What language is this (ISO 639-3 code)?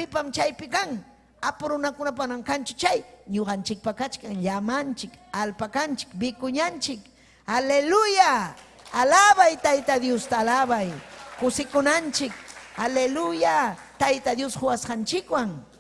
quy